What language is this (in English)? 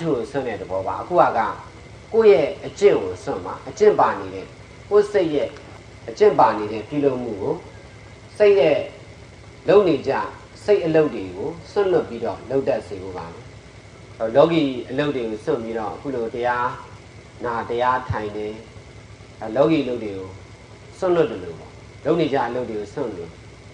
Burmese